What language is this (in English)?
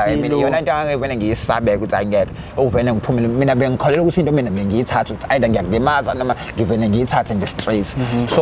Zulu